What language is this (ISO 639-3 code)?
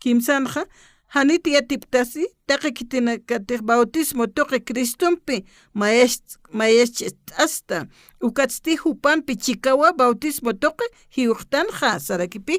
aym